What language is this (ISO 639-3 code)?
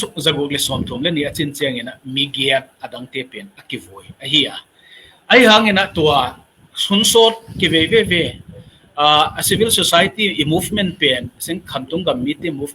ctd